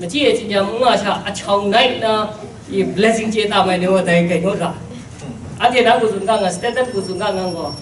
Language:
Kachin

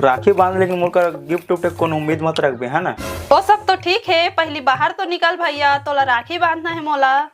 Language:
Chhattisgarhi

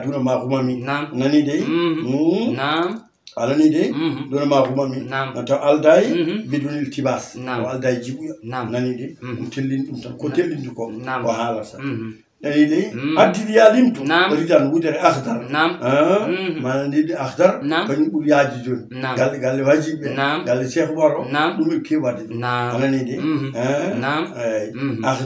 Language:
Fula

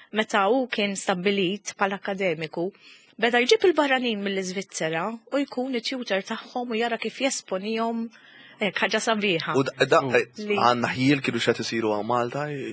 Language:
Maltese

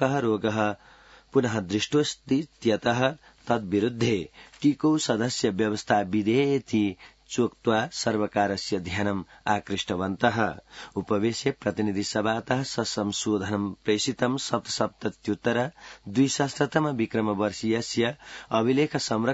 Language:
Sanskrit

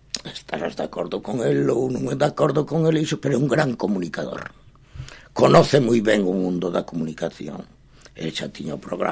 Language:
Galician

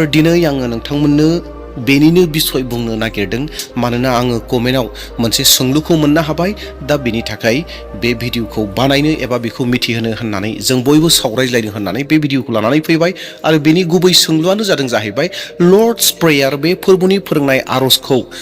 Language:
Bodo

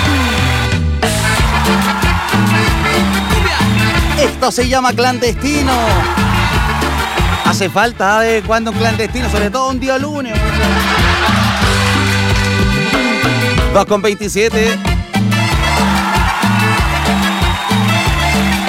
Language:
Spanish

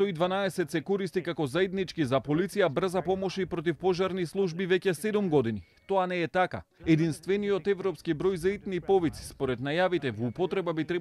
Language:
Macedonian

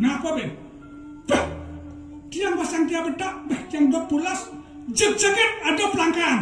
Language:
Balinese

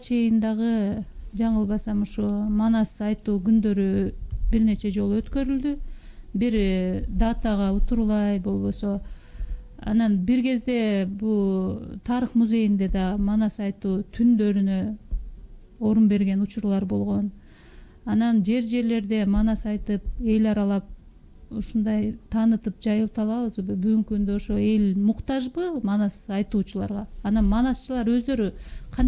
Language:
Kyrgyz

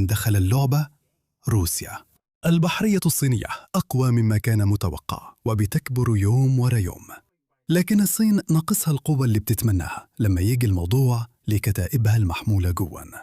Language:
Egyptian Arabic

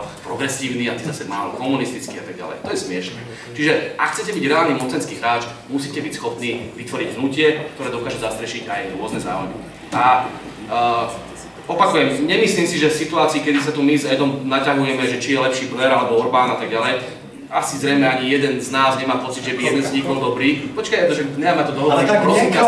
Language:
Slovak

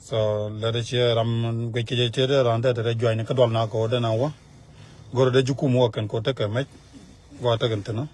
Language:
Nuer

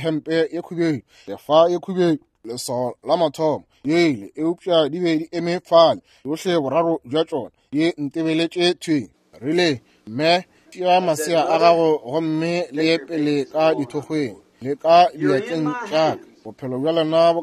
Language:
Northern Sotho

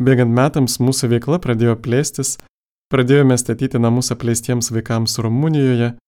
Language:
Lithuanian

